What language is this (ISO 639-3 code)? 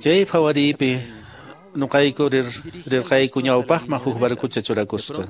que